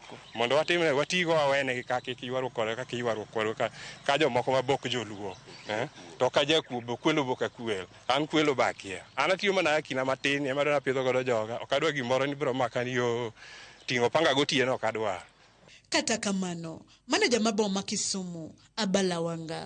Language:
Luo (Kenya and Tanzania)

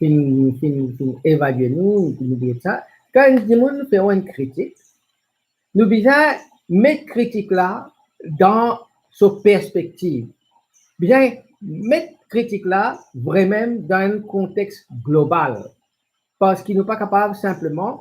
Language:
Morisyen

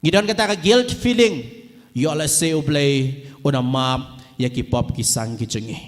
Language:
Khasi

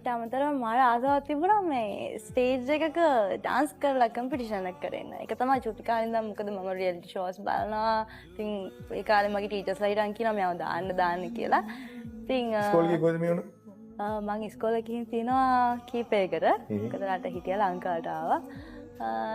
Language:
Sinhala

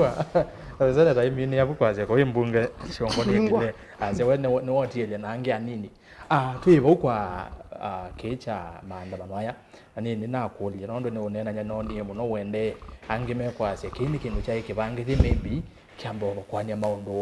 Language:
Kamba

